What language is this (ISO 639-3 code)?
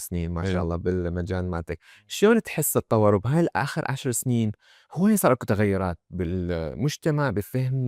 acm